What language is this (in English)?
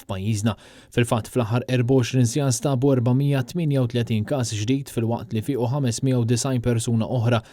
Maltese